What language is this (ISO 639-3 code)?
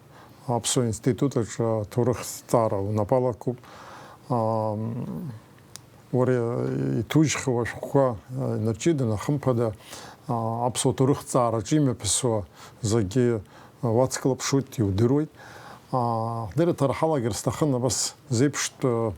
abk